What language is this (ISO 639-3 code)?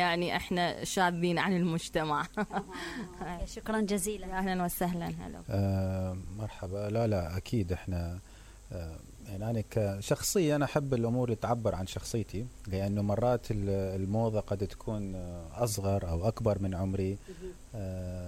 acm